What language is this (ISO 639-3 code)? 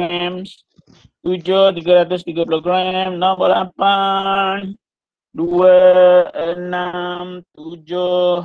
msa